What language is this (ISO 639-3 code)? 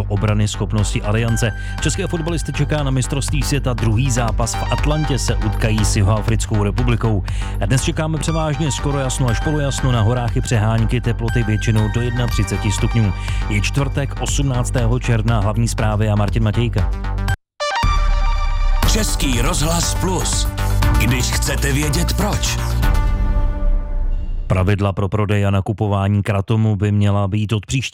ces